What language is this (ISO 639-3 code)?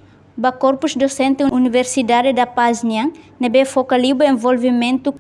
tet